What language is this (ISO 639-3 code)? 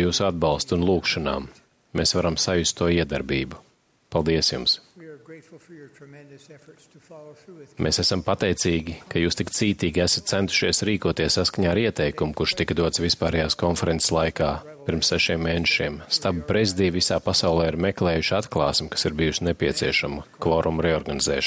lav